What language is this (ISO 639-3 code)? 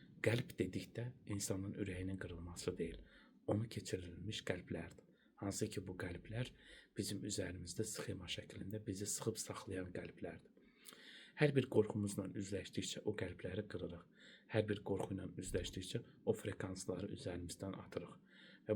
aze